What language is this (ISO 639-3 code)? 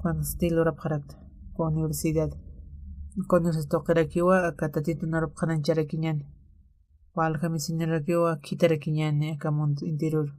aym